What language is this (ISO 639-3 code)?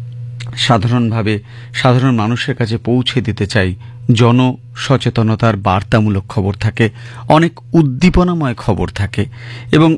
ben